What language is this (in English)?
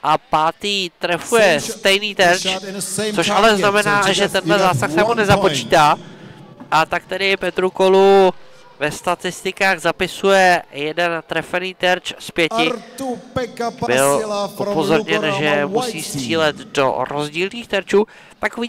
Czech